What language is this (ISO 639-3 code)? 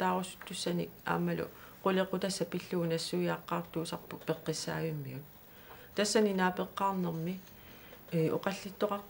kal